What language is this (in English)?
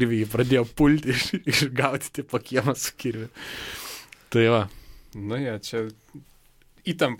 Lithuanian